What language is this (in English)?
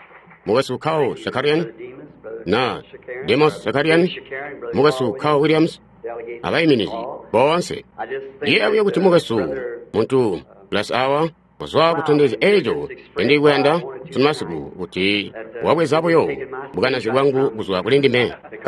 Tonga (Zambia)